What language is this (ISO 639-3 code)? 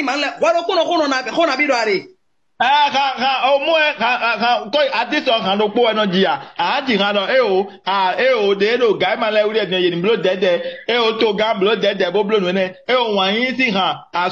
fon